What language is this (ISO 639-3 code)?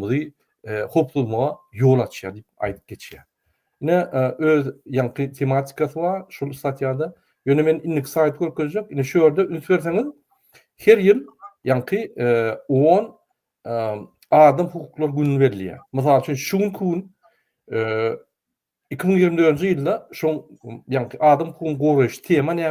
tuk